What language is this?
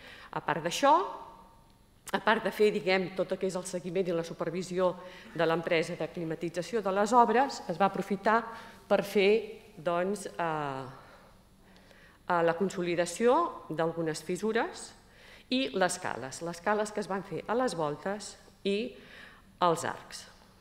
Catalan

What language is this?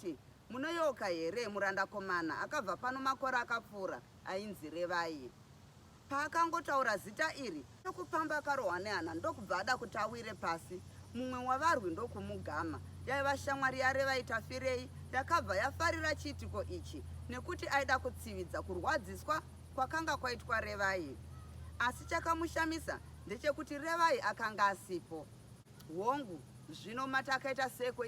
Shona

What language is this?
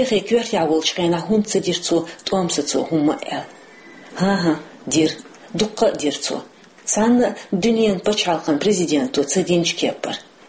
Chechen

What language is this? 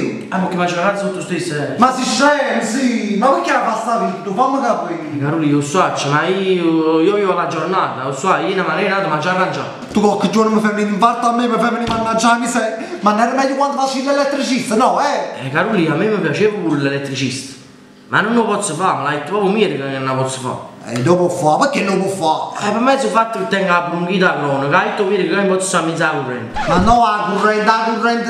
Neapolitan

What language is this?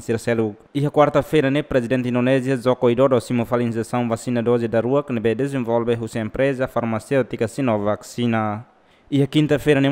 Tetum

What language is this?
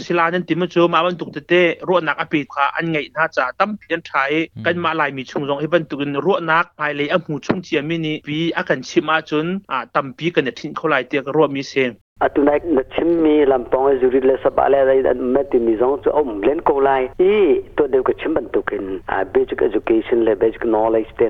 Hakha Chin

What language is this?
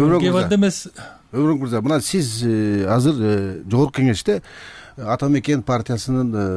Kyrgyz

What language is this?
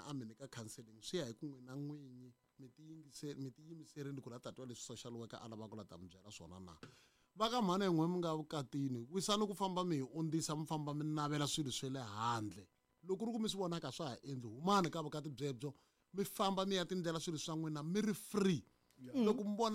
Tsonga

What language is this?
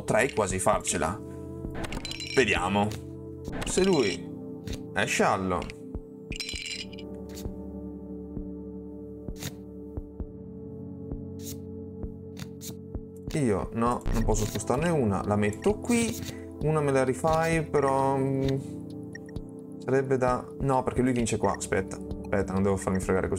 Italian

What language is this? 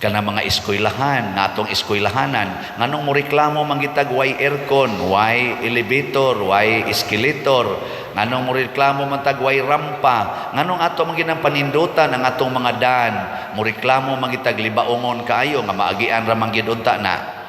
Cebuano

